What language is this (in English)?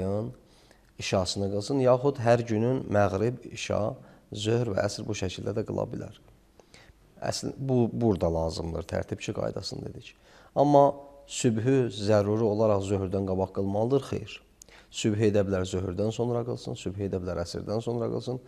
Azerbaijani